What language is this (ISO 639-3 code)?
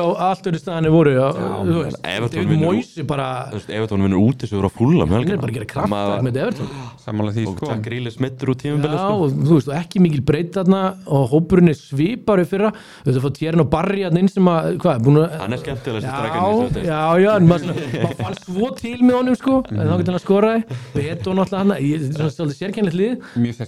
isl